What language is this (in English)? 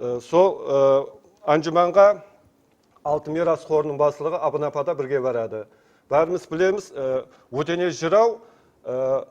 Kara-Kalpak